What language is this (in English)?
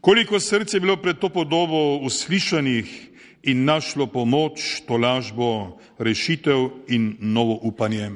Slovenian